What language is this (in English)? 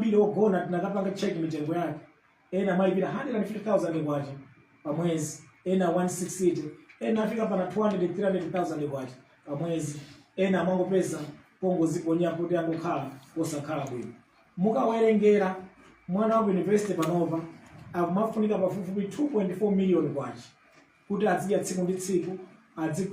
Nyanja